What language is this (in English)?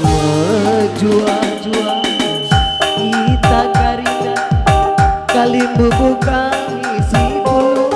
Batak Karo